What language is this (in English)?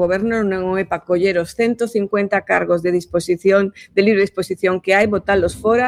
Galician